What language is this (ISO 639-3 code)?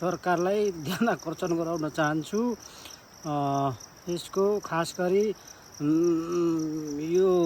nep